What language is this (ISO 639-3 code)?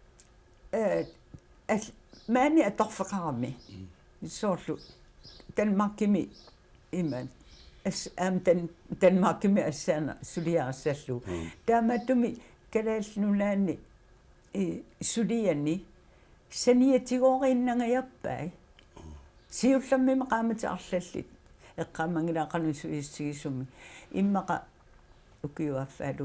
kal